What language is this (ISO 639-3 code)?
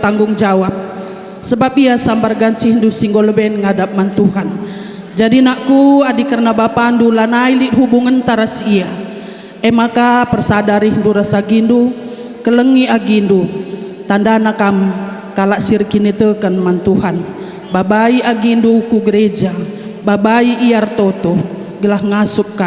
btx